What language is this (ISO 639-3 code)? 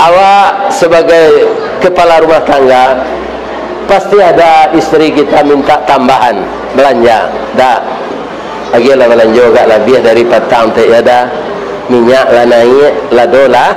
min